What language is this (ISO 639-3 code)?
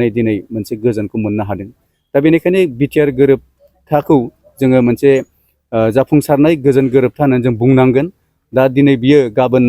brx